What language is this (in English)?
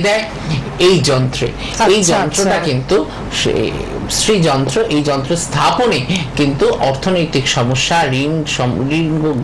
Bangla